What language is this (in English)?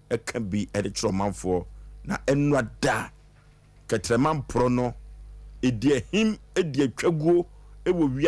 Akan